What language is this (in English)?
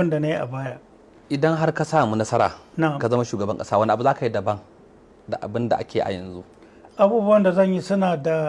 Hausa